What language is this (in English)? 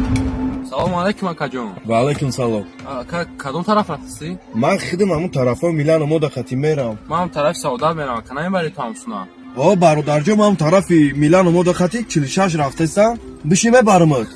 Tajik